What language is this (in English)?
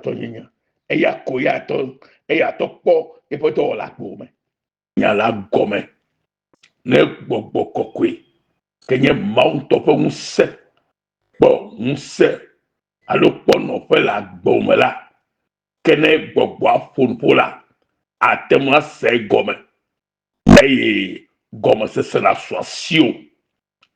Ewe